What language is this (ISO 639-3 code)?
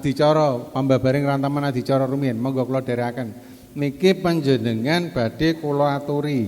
jav